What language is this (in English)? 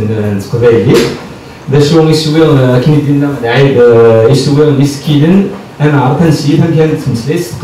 Kabyle